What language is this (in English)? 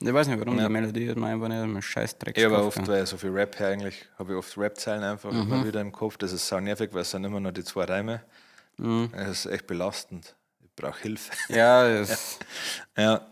Bavarian